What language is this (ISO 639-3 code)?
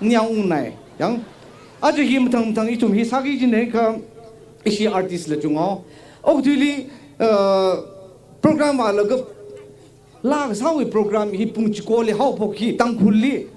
nmf